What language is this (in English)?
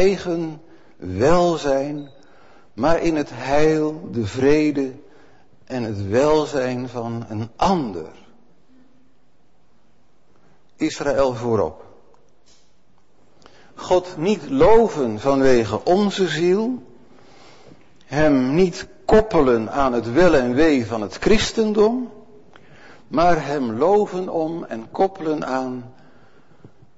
Dutch